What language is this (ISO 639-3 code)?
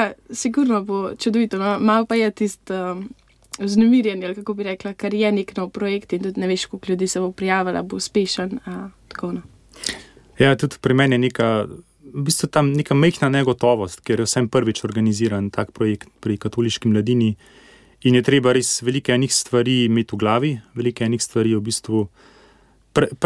slv